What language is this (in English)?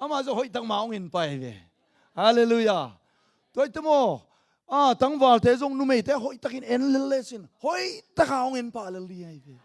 Tedim Chin